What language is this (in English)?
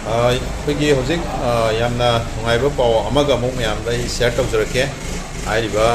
Manipuri